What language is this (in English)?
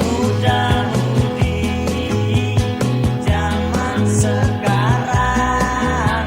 Manado Malay